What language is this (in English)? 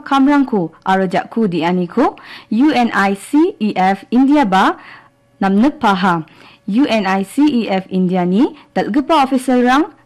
Garo